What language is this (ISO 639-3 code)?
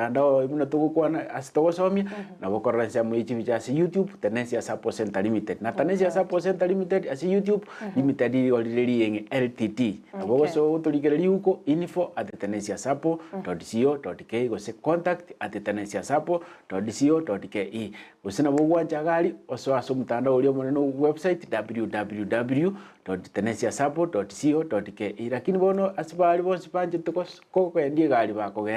guz